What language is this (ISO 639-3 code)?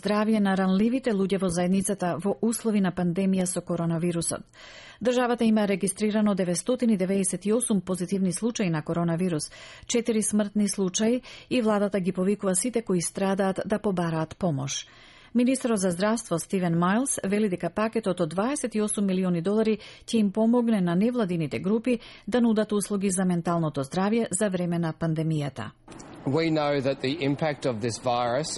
mkd